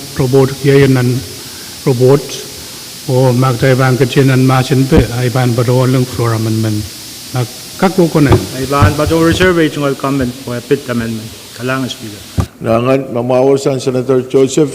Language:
Pohnpeian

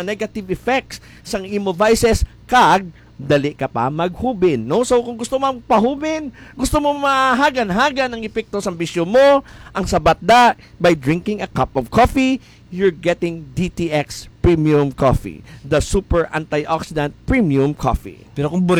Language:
Hiligaynon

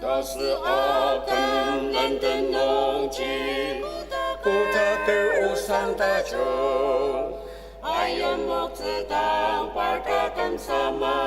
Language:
Ao Naga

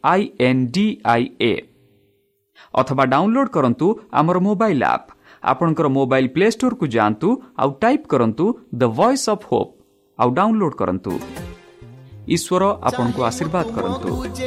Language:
Odia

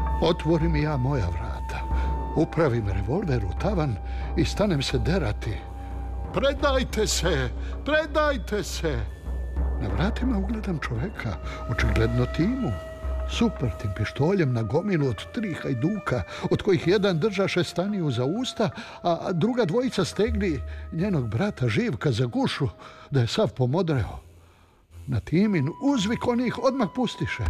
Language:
Serbian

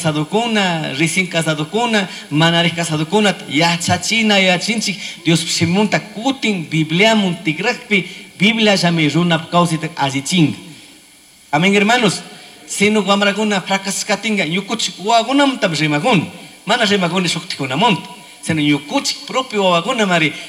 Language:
Chimborazo Highland Quichua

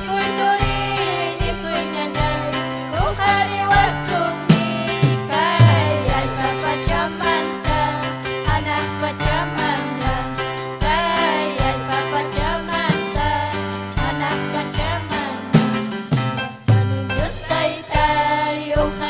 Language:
Ayacucho Quechua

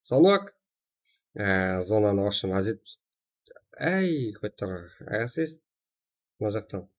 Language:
Kara-Kalpak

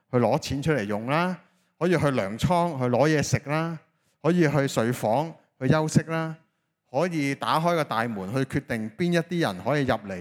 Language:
Cantonese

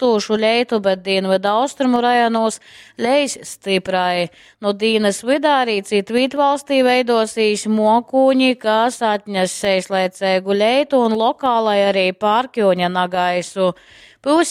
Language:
Latgalian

